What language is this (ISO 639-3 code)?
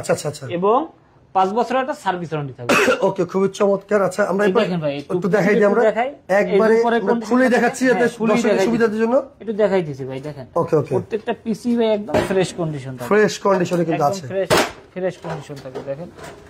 ben